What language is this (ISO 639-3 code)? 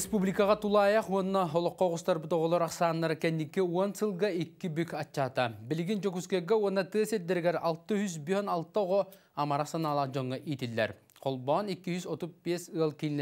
sah